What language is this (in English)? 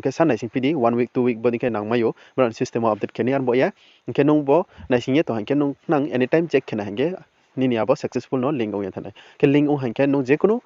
Riang (India)